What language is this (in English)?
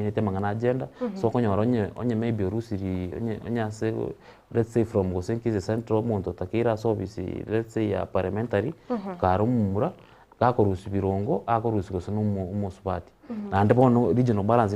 Gusii